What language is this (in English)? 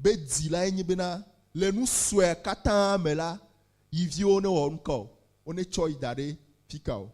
Ewe